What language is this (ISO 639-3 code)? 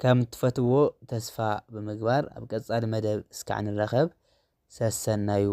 tir